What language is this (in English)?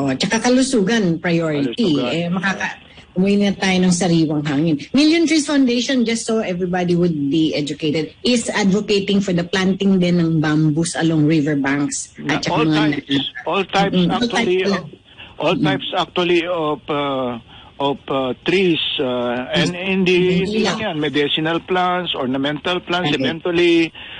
Filipino